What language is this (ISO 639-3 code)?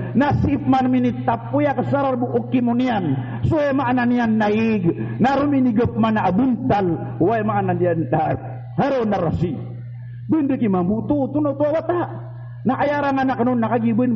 mrw